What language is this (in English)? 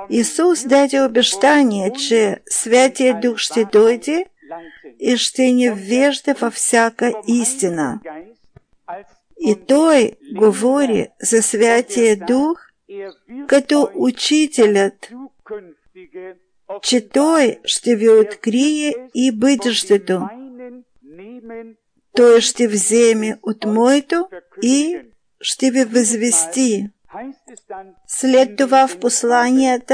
Bulgarian